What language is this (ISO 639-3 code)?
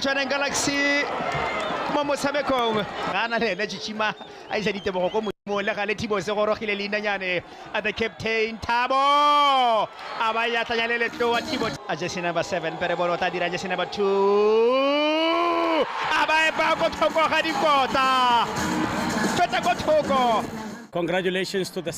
tsn